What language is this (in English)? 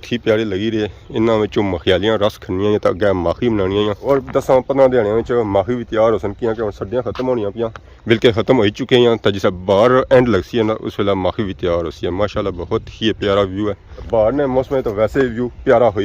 Pahari-Potwari